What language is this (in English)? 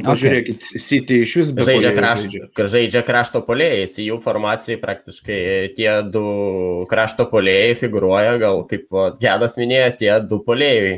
Lithuanian